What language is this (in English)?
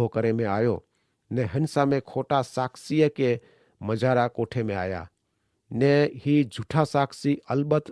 Kachhi